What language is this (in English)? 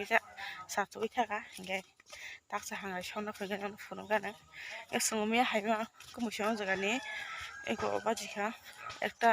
Kok Borok